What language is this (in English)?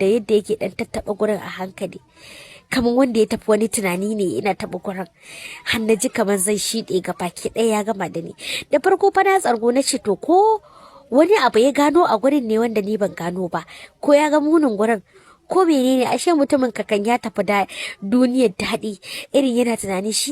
Hausa